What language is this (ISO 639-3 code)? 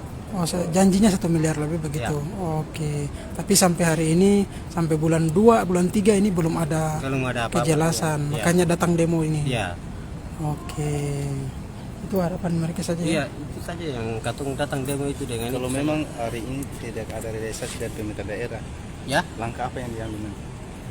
abs